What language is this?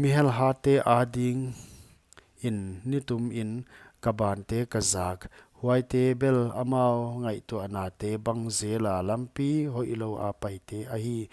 Paite Chin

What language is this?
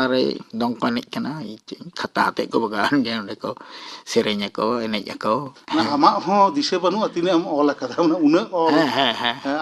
Santali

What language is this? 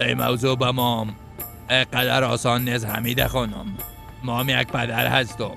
Persian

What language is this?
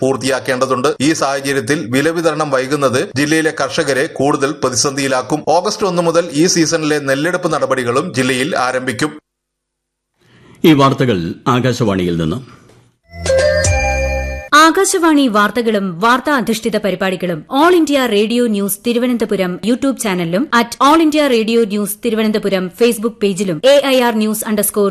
Malayalam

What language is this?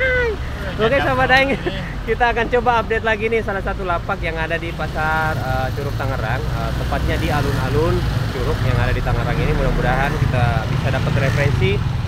Indonesian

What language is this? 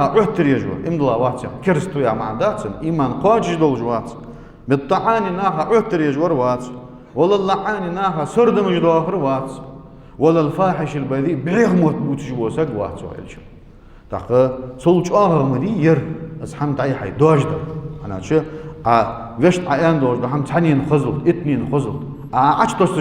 Ingush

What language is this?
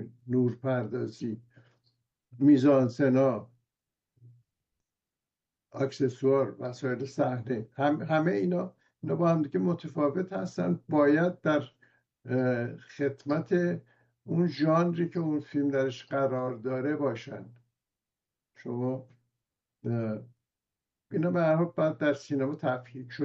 Persian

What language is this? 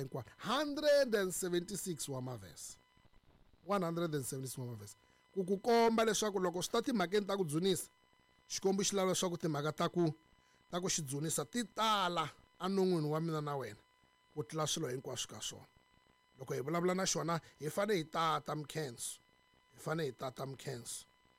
Tsonga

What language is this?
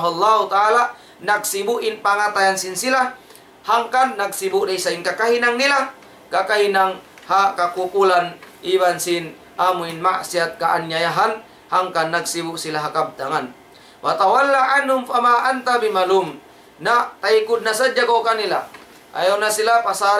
Tausug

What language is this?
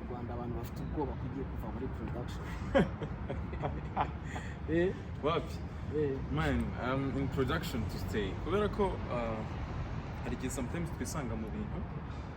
Kinyarwanda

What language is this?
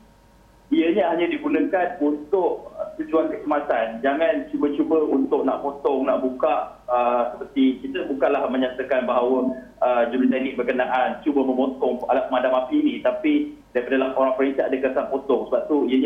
Malay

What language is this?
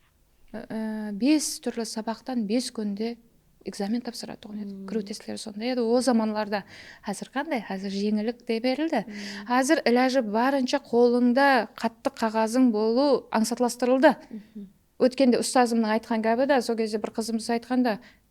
Kara-Kalpak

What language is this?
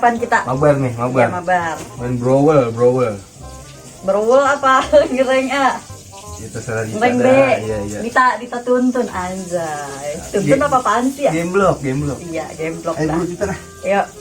Betawi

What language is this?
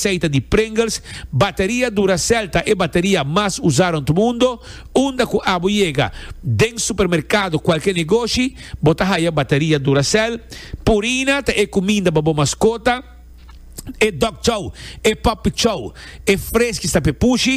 Papiamento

